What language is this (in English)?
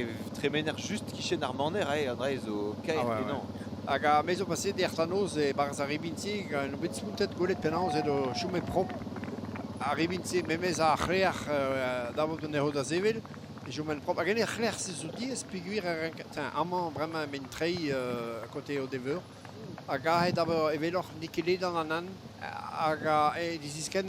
Breton